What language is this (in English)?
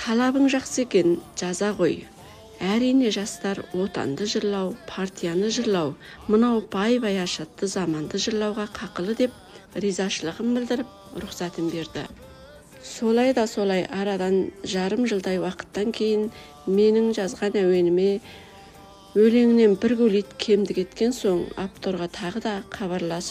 Kazakh